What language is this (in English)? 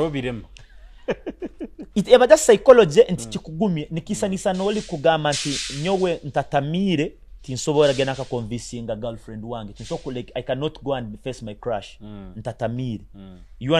Nyoro